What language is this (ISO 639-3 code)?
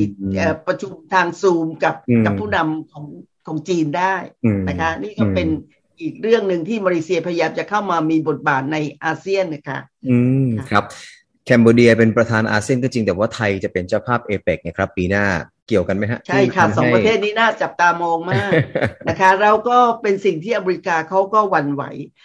tha